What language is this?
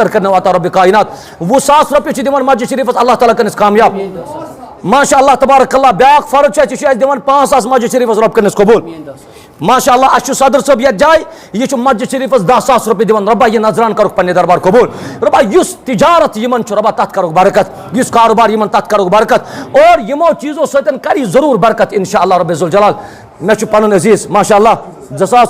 Kashmiri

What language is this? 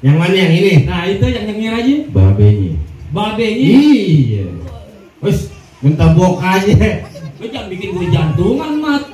Betawi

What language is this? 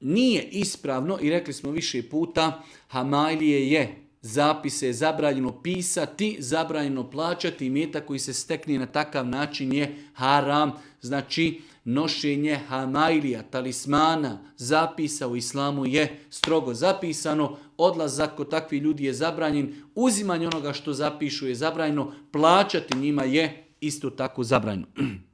Serbian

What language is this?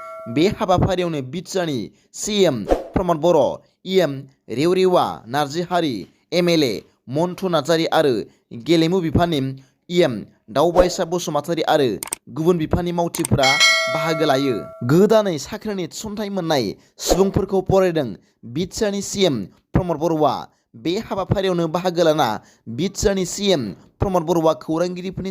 Bodo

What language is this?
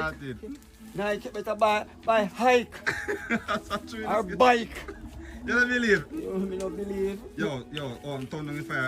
Jamaican Creole English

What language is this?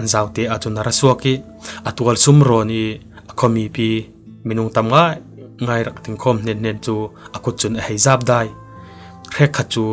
Falam Chin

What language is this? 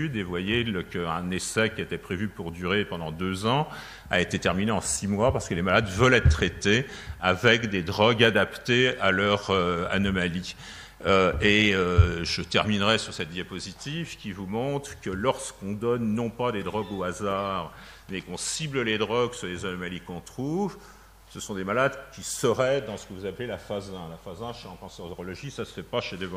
French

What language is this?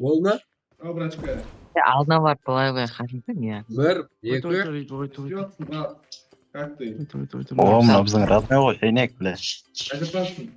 Kara-Kalpak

